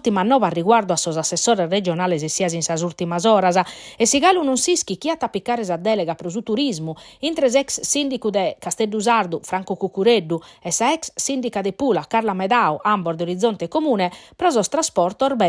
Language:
Sardinian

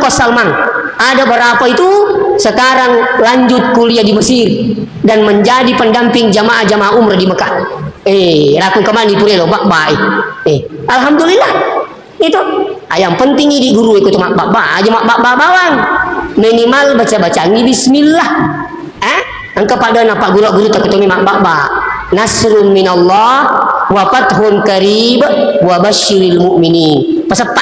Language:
Buginese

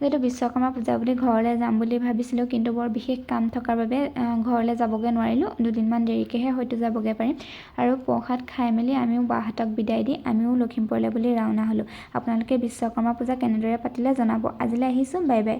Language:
Assamese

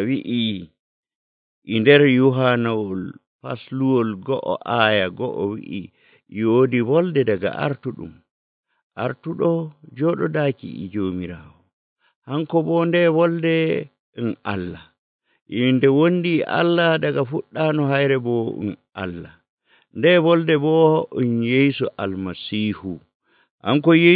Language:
Nigerian Fulfulde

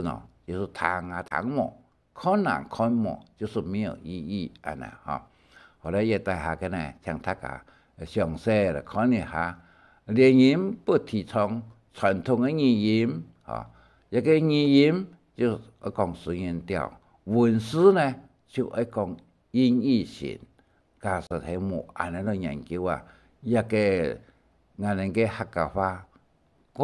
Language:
Hakka Chinese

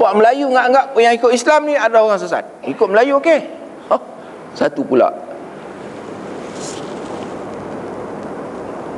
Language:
Malay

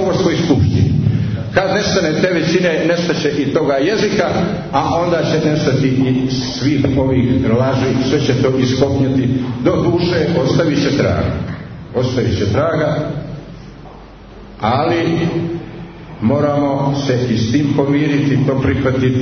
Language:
Serbian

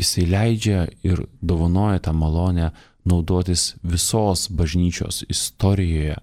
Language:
Lithuanian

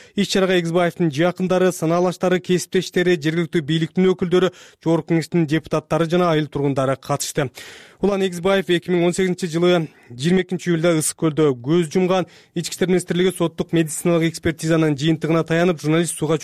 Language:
Kyrgyz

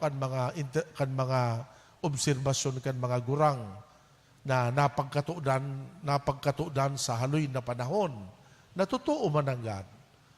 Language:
Bikol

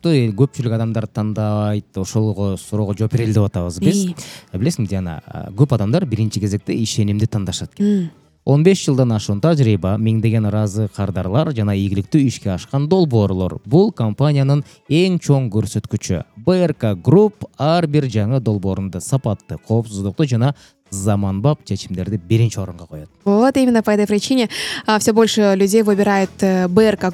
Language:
Kyrgyz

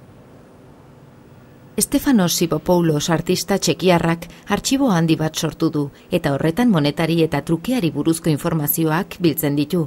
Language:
Basque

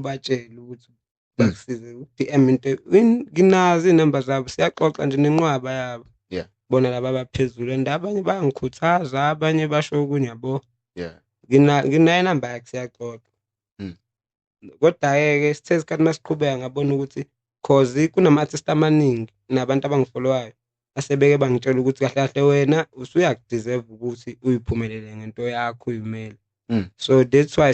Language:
Zulu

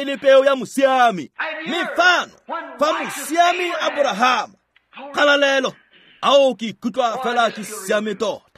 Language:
Tswana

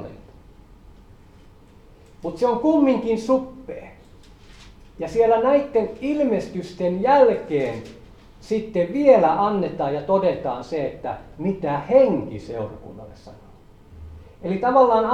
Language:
Finnish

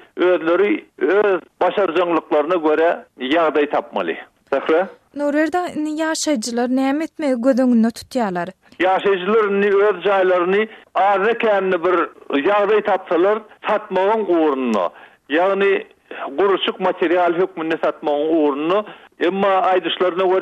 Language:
Turkmen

